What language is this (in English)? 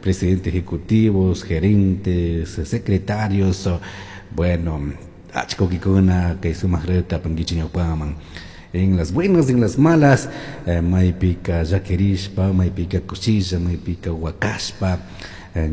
Chimborazo Highland Quichua